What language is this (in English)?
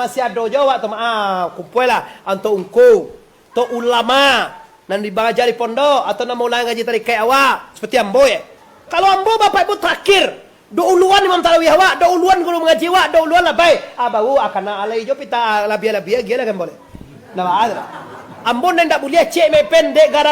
Minangkabau